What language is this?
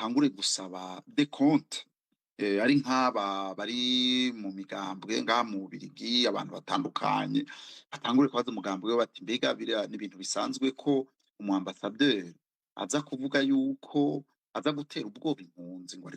Rundi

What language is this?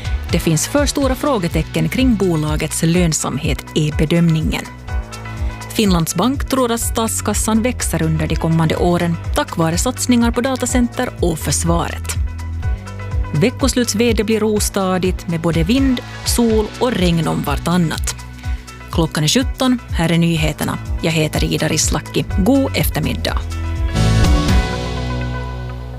Swedish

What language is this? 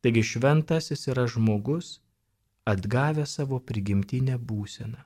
Lithuanian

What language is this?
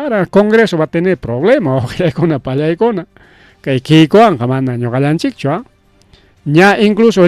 Ayacucho Quechua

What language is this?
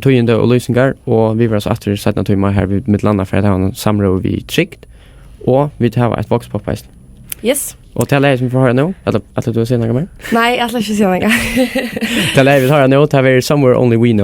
Faroese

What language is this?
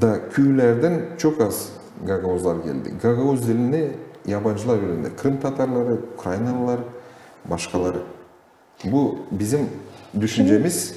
Gagauz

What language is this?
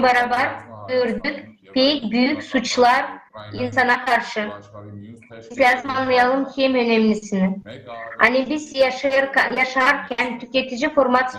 Gagauz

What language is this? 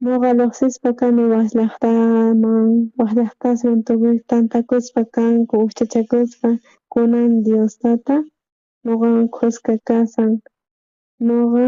South Bolivian Quechua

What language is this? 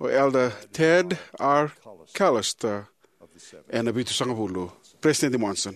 Fijian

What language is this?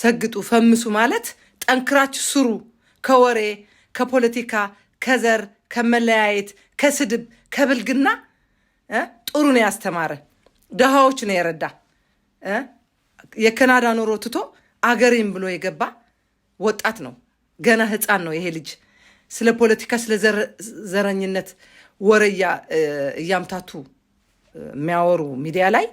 Amharic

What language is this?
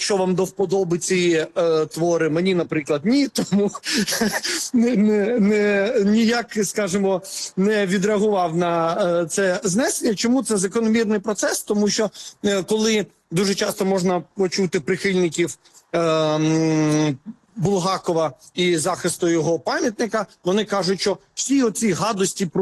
Ukrainian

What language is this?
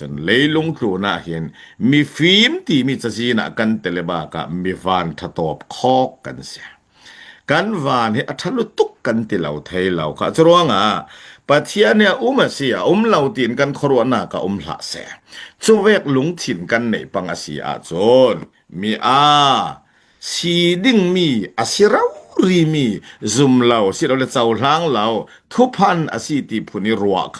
Falam Chin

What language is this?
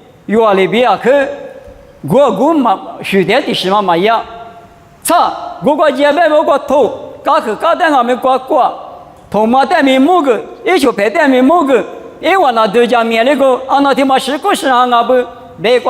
Lisu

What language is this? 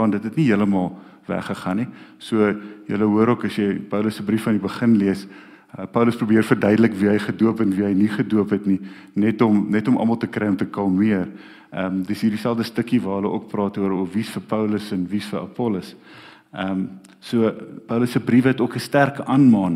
Afrikaans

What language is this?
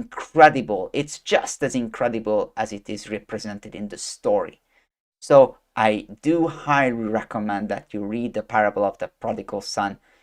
English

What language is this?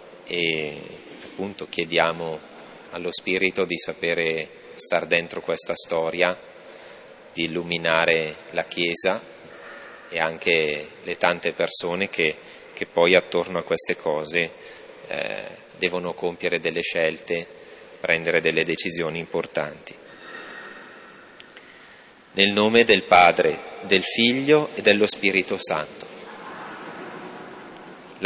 Italian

